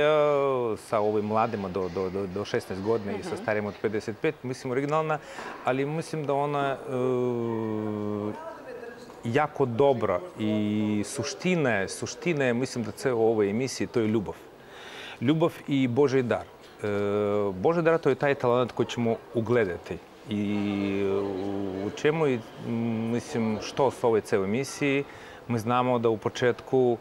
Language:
Serbian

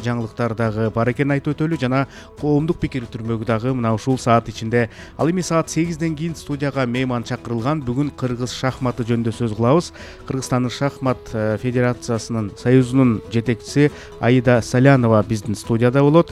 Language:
Kyrgyz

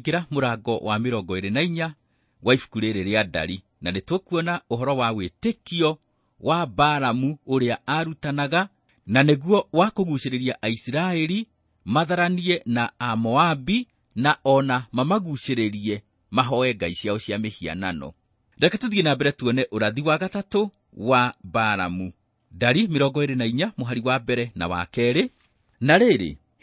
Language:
Kikuyu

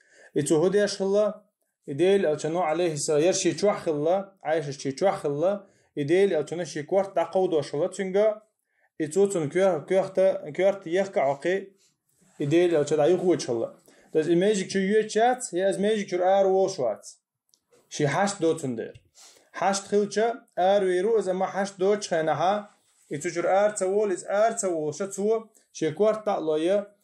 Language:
Chechen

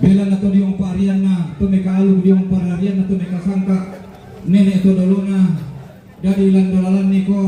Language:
Toraja-Sa'dan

